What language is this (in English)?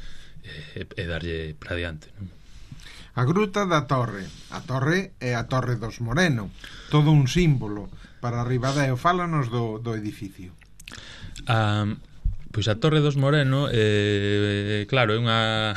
Galician